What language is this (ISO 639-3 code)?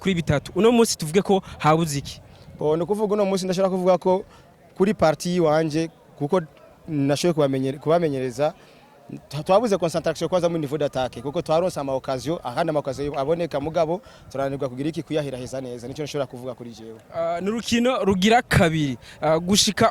run